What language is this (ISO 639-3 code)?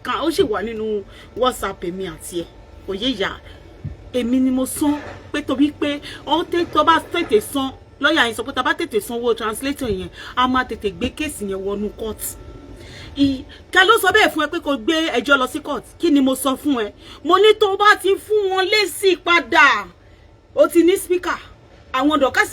yor